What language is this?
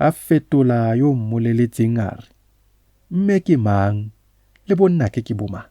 Tswana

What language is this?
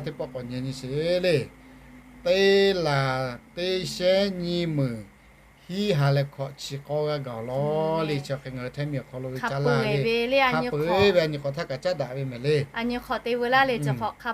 Lahu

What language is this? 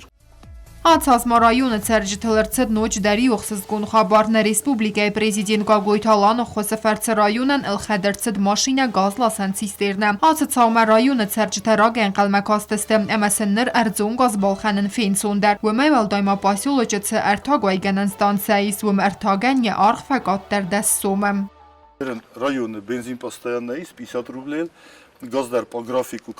Ossetic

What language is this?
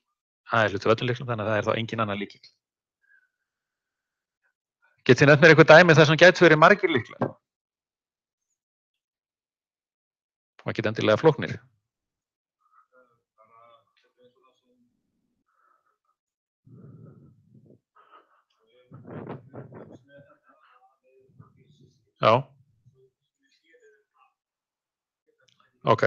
Icelandic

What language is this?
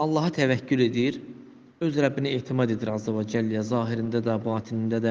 Azerbaijani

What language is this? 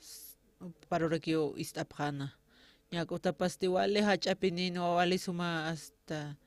Aymara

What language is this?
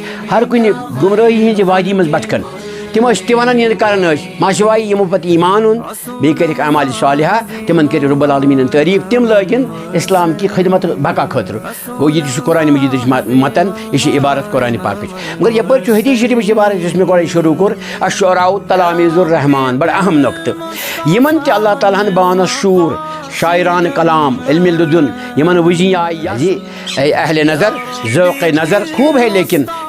Kashmiri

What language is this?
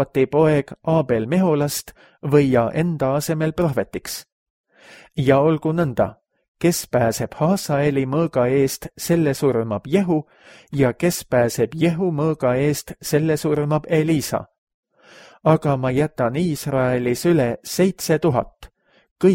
Estonian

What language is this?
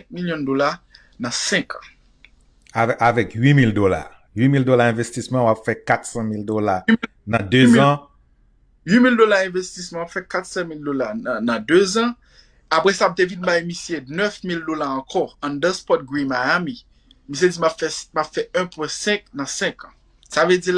Haitian Creole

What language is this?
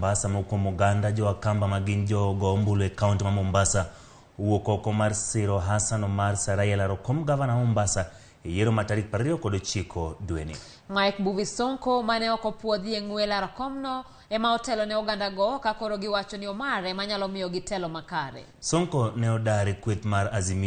Luo (Kenya and Tanzania)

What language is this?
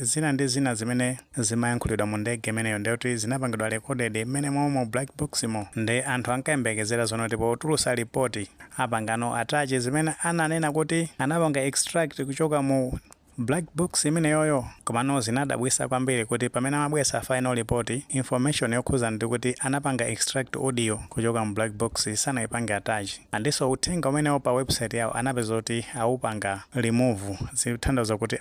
Nyanja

